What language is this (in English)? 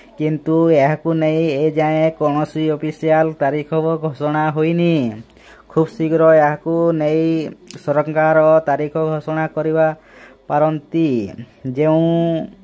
Odia